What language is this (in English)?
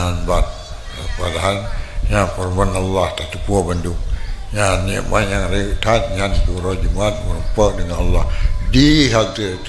Achinese